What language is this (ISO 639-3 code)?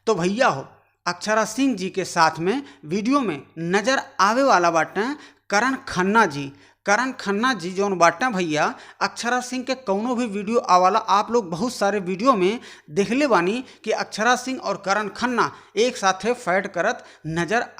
bho